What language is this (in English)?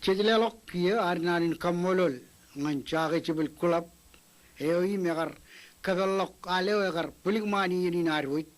Marshallese